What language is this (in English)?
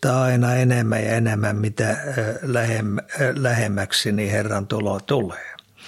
Finnish